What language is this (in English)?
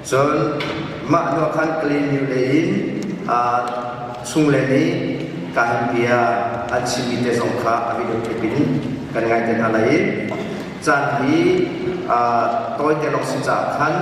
Hakha Chin